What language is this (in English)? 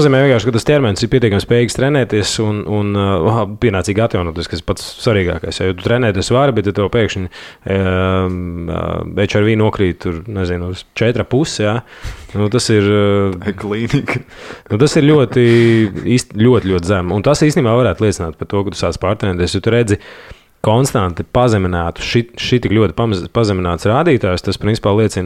Latvian